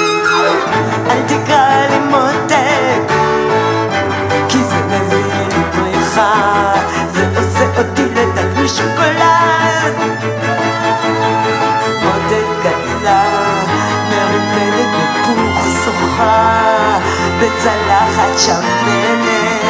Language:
Hebrew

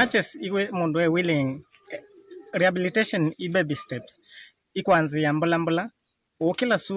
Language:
Kamba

